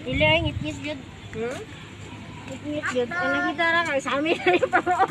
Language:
Cebuano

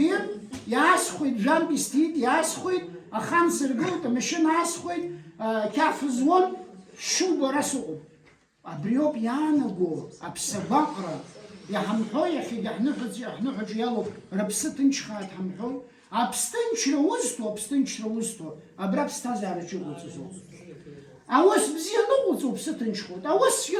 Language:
Abkhazian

